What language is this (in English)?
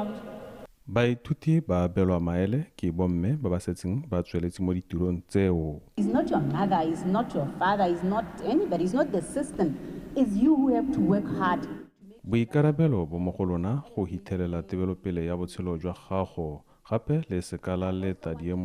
Tswana